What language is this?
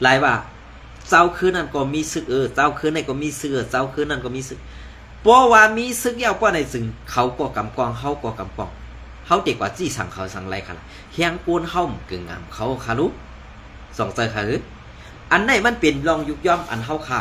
Shan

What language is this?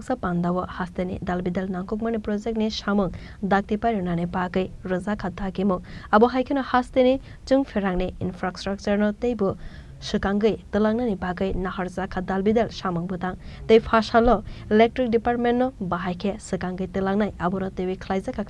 Kok Borok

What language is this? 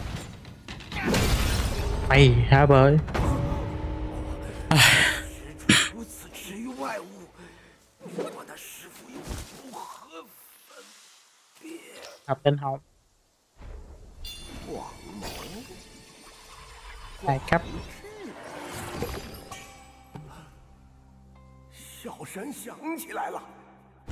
Vietnamese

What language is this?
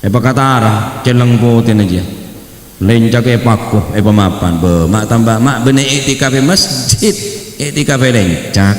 Madurese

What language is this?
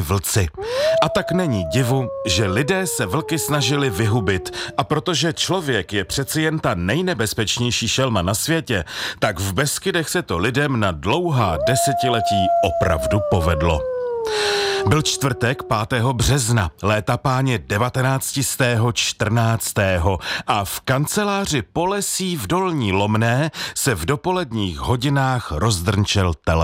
Czech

